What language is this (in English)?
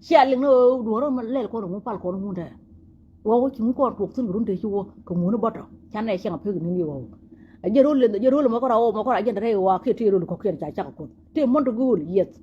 Nuer